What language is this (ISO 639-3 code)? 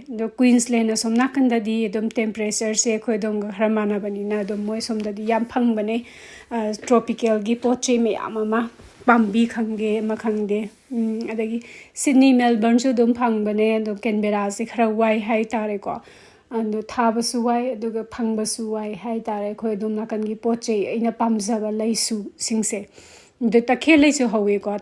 mni